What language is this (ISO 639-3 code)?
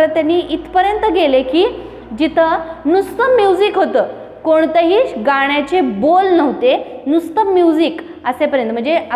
mar